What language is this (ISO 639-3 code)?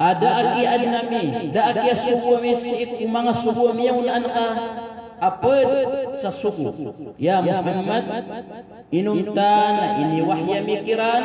mrw